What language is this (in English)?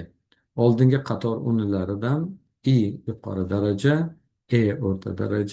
Uzbek